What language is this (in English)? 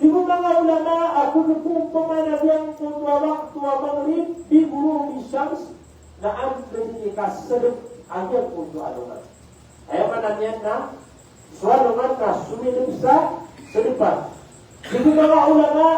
Maranao